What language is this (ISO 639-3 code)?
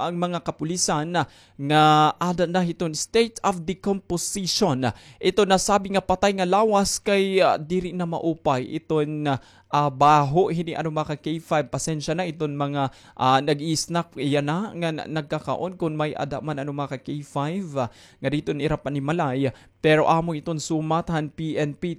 war